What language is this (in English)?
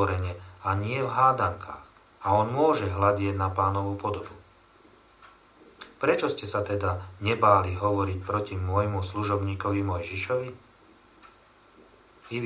Slovak